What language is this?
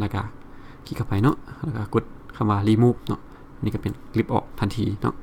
Lao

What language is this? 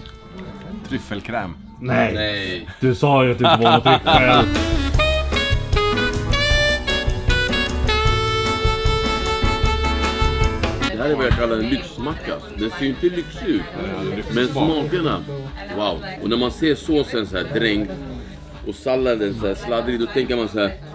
Swedish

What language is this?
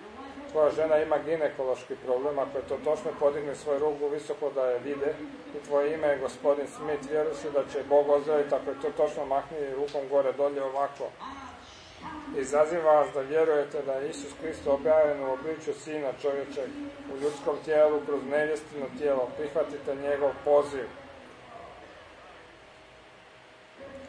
Croatian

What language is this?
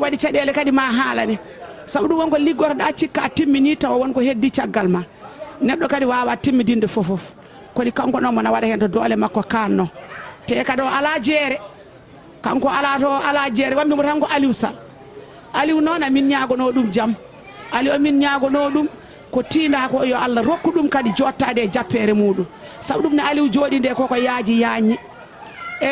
Fula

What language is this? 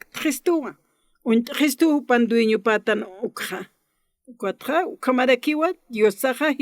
Aymara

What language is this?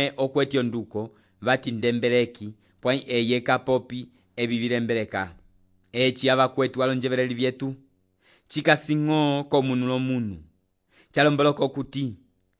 Umbundu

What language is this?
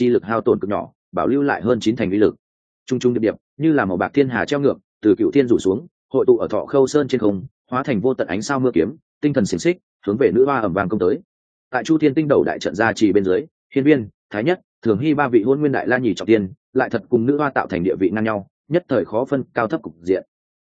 Vietnamese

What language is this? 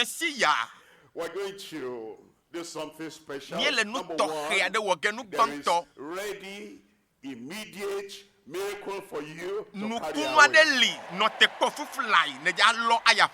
Ewe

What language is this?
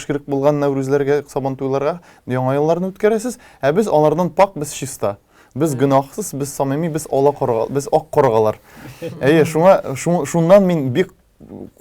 Tatar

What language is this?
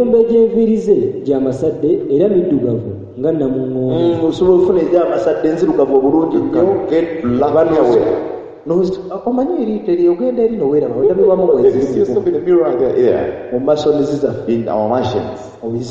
Ganda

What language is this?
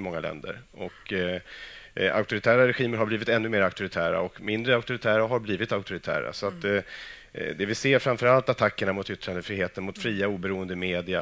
Swedish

